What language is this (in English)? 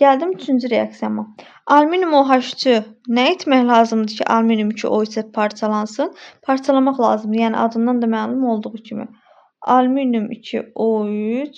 Azerbaijani